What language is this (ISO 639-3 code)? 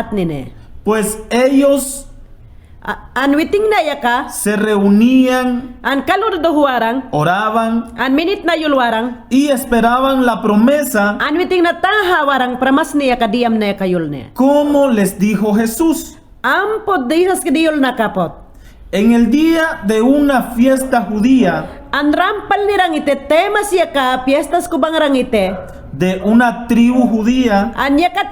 yan